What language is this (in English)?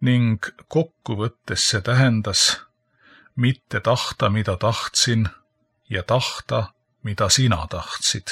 Estonian